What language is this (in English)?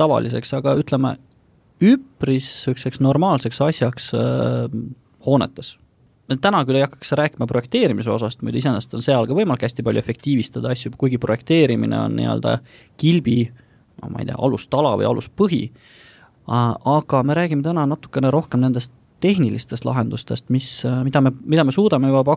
Estonian